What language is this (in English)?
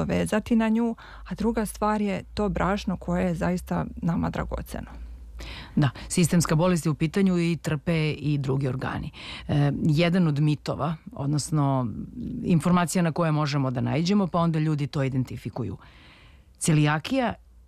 Serbian